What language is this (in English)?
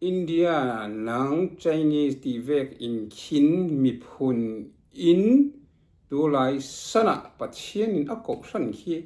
Falam Chin